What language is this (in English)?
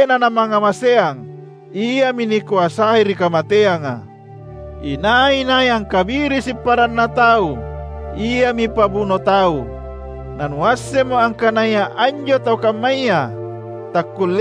Makasar